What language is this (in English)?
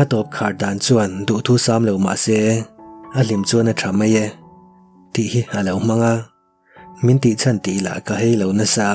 Mizo